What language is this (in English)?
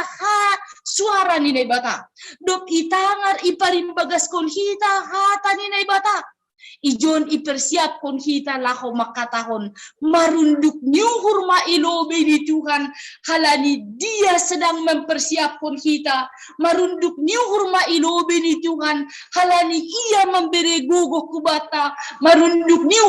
Batak Simalungun